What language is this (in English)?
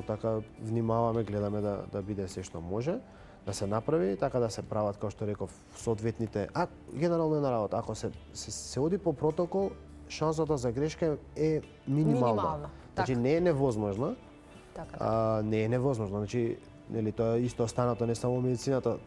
Macedonian